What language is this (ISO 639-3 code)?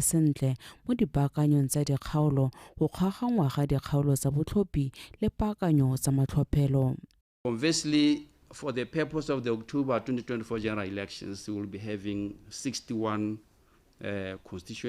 tsn